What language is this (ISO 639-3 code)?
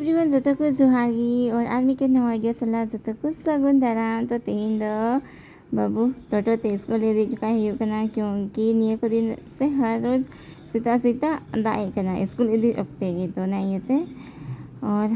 sat